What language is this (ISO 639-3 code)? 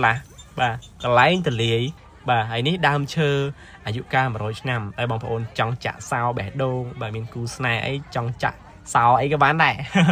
khm